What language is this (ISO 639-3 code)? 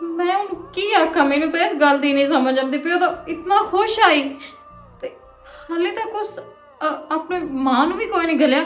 lah